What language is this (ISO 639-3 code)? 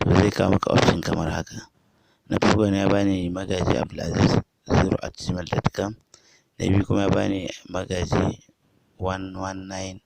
hau